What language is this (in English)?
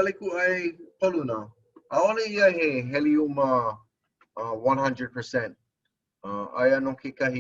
Hawaiian